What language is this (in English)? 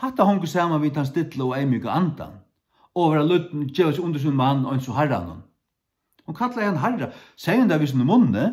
Faroese